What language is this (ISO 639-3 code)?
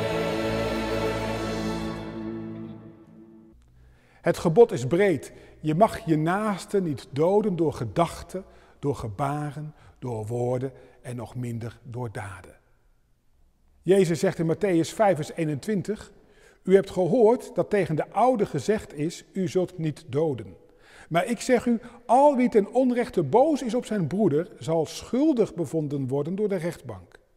nld